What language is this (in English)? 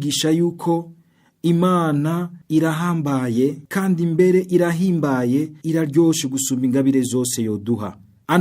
Rundi